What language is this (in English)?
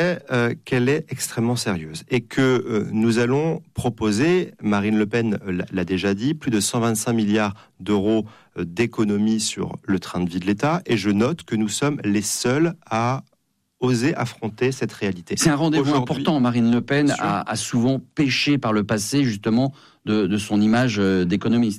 French